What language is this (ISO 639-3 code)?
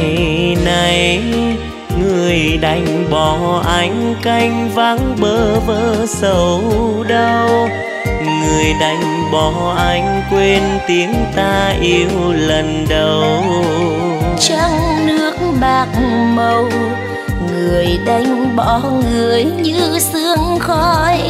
vie